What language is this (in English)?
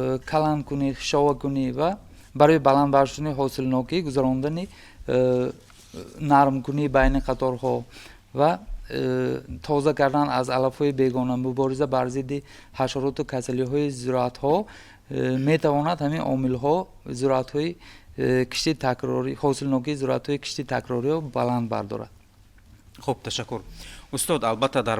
Tajik